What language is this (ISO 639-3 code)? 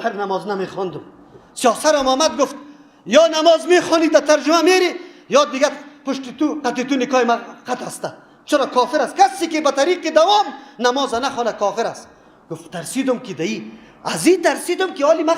fas